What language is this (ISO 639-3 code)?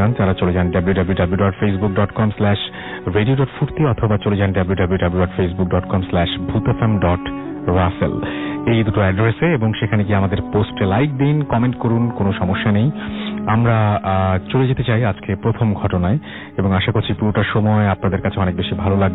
ben